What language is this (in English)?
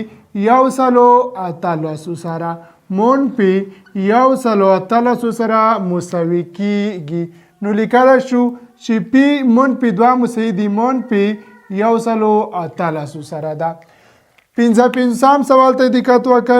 Pashto